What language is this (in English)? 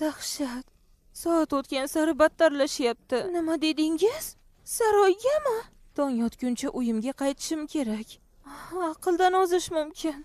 Uzbek